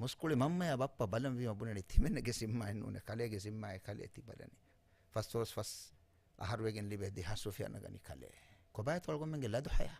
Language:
Divehi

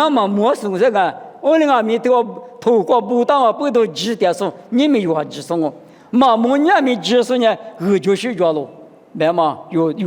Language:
Lisu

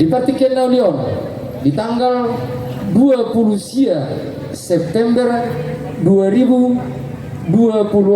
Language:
Batak Toba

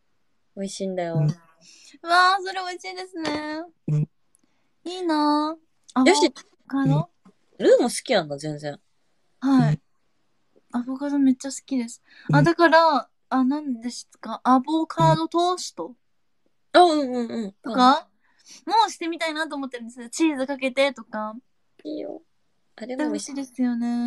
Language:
Japanese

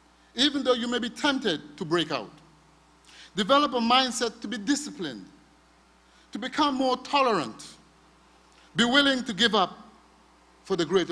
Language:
English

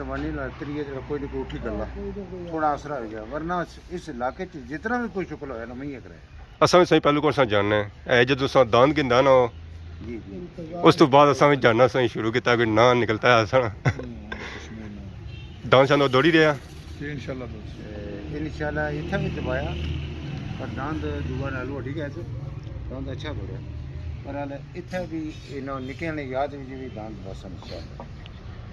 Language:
Pahari-Potwari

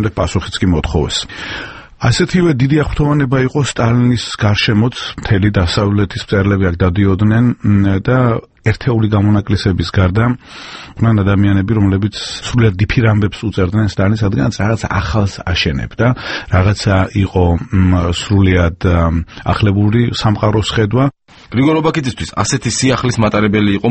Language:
Georgian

